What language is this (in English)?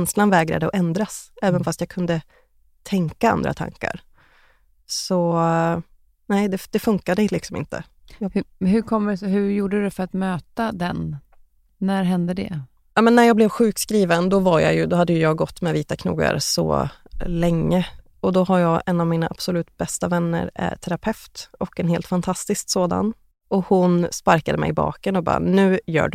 Swedish